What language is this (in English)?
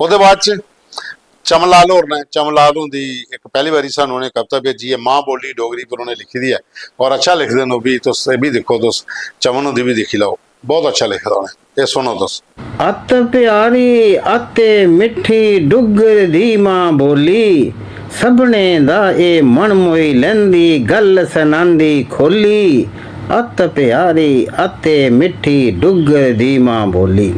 Dogri